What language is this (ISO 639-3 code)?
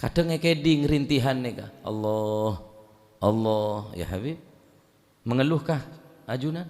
mad